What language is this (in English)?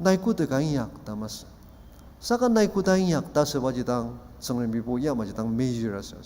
Ao Naga